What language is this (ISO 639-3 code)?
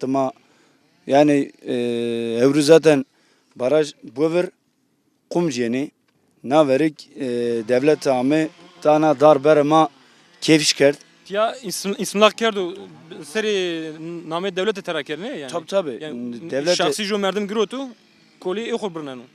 zza